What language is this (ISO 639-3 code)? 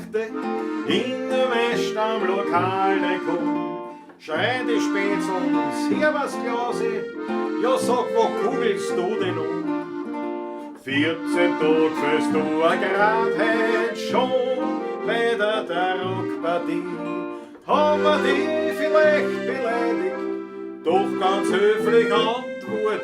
bar